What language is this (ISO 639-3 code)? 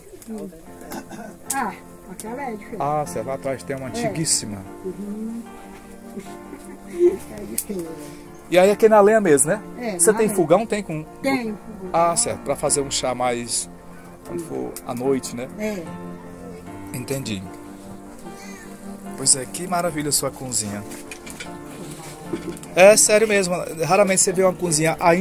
por